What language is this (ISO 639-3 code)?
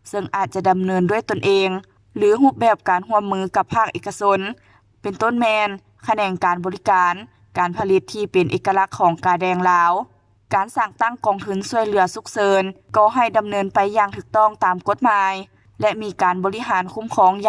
lao